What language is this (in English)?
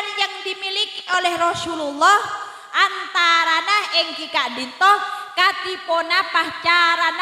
Madurese